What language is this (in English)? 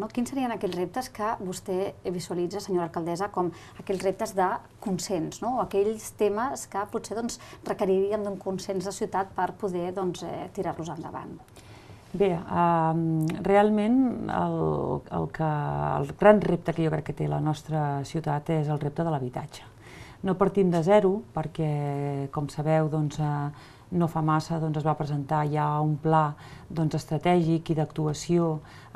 Catalan